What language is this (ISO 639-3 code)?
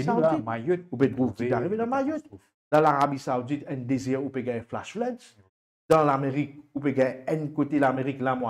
mfe